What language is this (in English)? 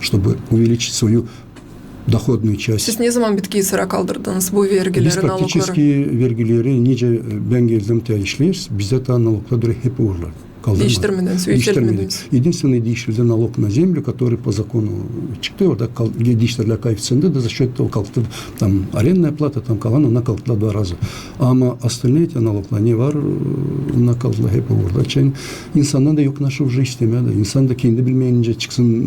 Gagauz